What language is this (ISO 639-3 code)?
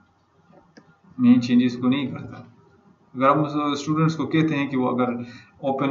urd